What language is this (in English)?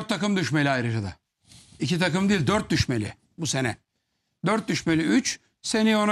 Turkish